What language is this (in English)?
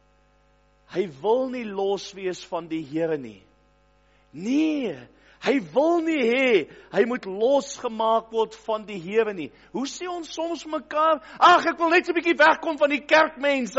Afrikaans